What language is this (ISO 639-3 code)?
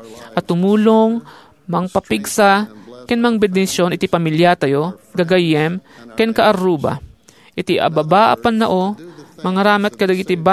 ilo